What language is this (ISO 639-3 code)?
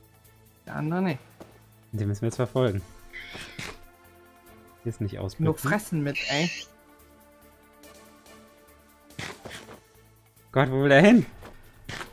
deu